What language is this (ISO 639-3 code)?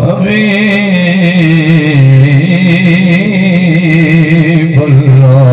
skr